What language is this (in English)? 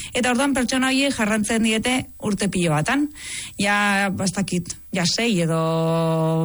Basque